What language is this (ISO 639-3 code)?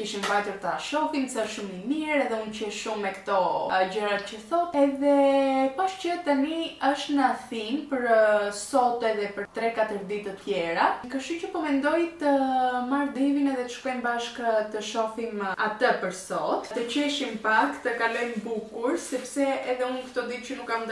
sqi